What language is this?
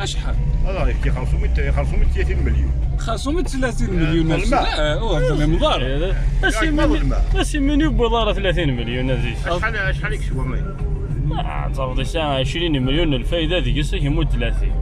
Kabyle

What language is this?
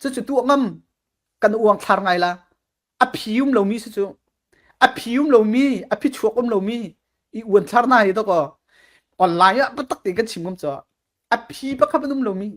Falam Chin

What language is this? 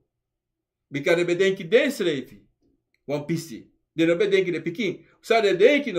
Sranan Tongo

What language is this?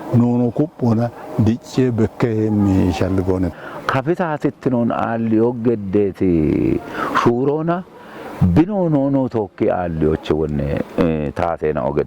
Kafa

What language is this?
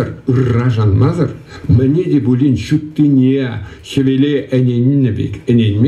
Chuvash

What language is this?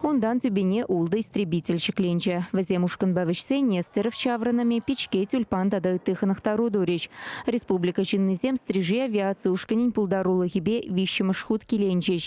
Chuvash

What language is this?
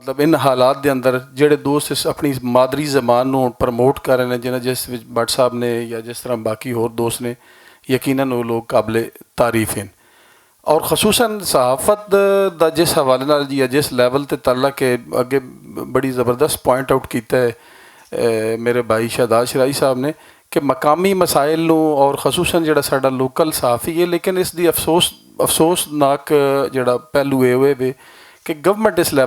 Western Panjabi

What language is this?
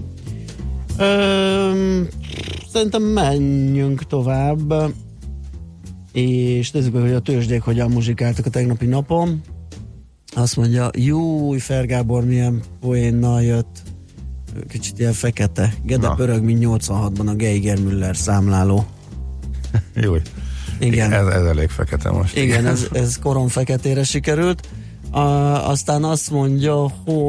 Hungarian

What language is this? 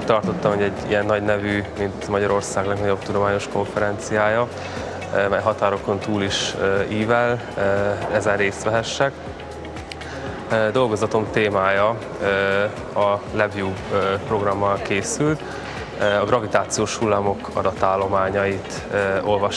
Hungarian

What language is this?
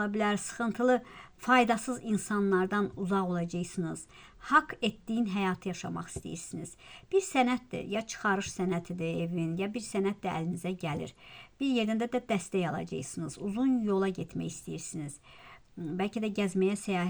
Azerbaijani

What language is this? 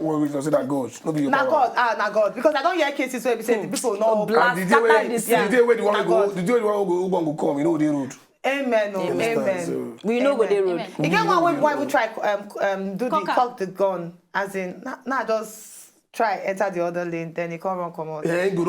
Nigerian Pidgin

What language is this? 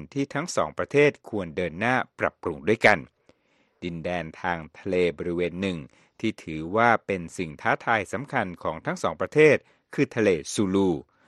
Thai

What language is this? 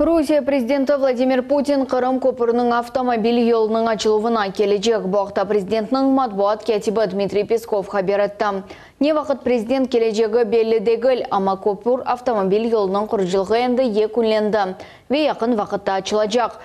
Crimean Tatar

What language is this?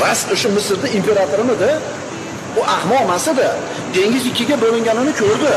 Uzbek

